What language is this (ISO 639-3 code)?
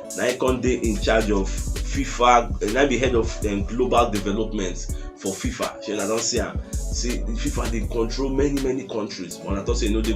pcm